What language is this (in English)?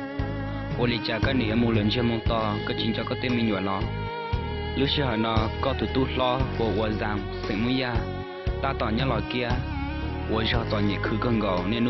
Hmong